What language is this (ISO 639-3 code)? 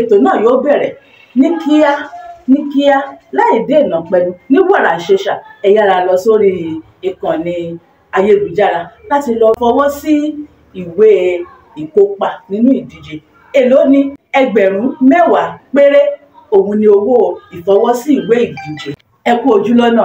yor